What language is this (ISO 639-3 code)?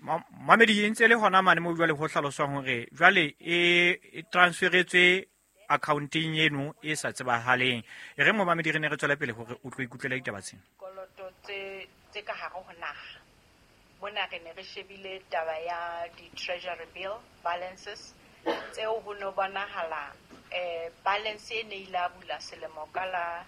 sot